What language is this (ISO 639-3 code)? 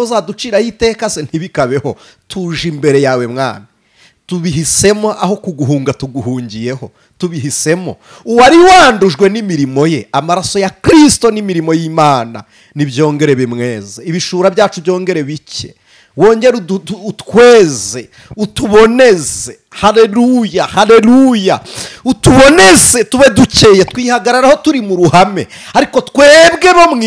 kin